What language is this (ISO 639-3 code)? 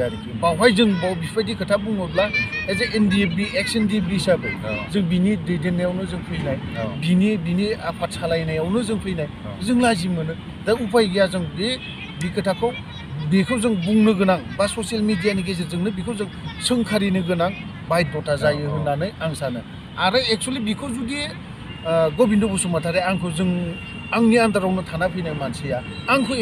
brx